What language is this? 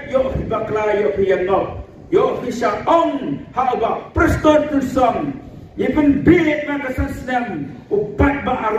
Khasi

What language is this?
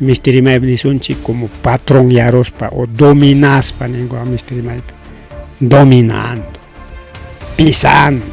Ayacucho Quechua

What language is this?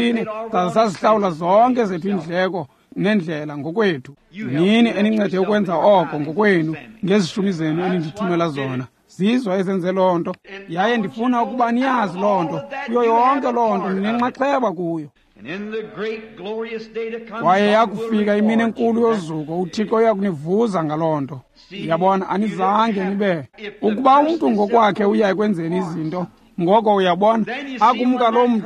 Xhosa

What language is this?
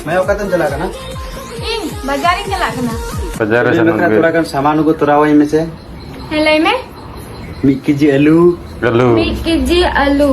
Santali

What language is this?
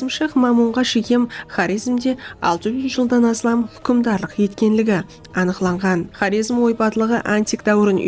Kara-Kalpak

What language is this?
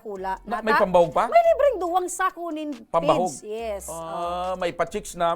Bikol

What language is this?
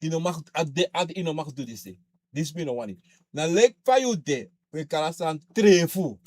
Sranan Tongo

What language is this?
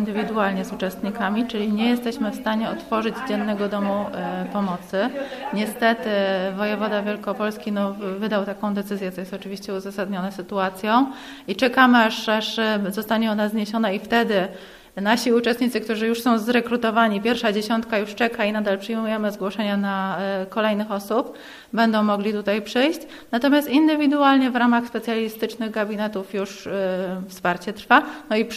Polish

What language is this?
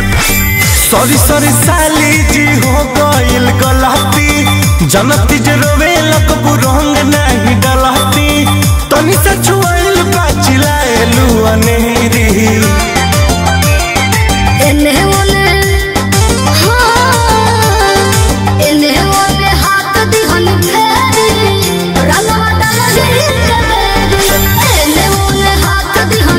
Bhojpuri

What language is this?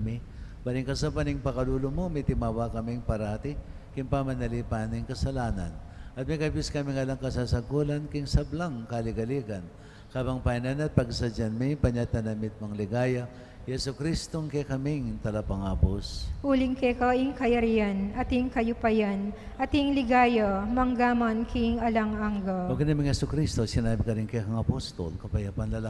Pampanga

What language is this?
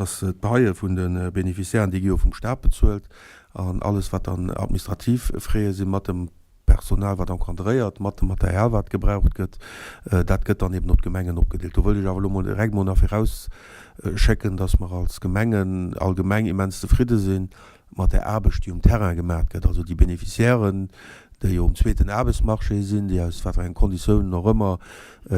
Luxembourgish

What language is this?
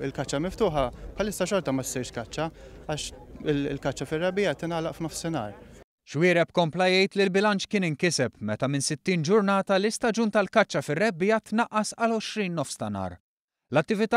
Maltese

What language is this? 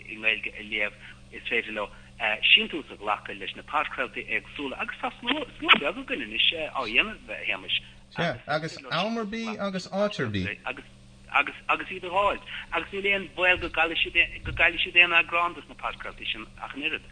Irish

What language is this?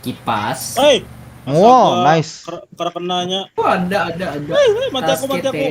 Banjar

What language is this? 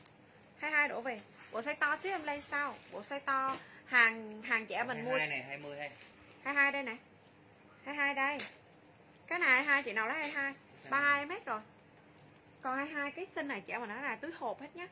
Vietnamese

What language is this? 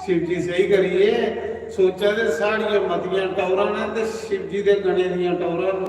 Dogri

